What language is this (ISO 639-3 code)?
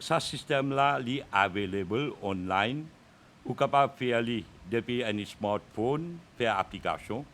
mfe